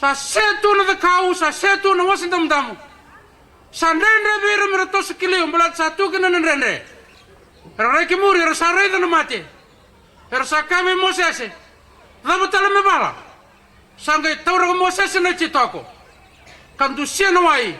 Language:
Fijian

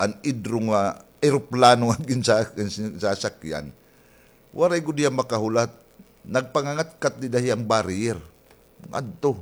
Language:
Waray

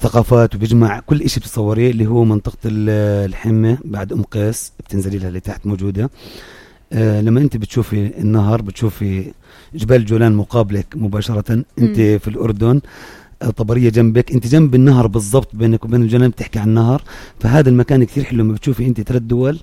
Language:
North Levantine Arabic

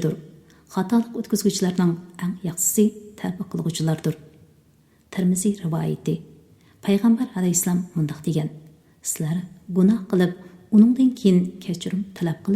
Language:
Uyghur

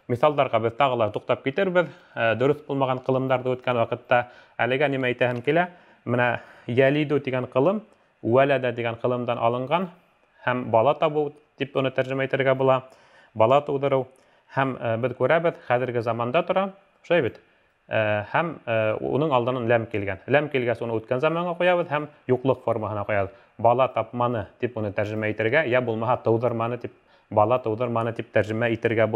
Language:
Bashkir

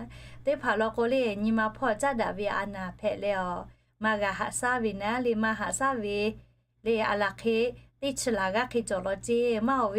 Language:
Lahu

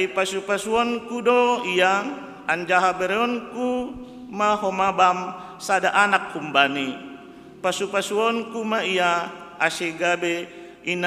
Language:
Batak Simalungun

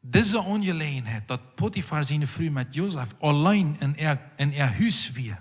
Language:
Plautdietsch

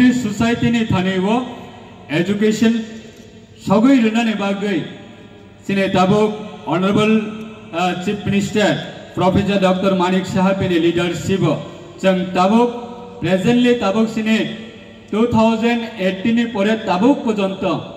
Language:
Riang (India)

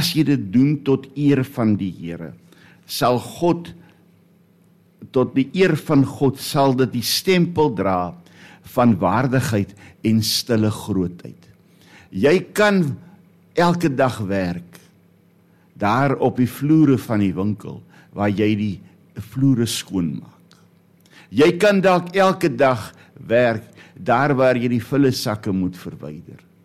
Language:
Afrikaans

